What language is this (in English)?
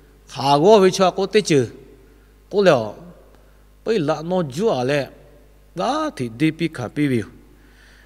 Lahu